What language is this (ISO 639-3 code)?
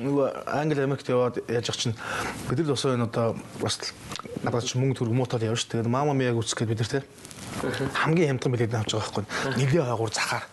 mon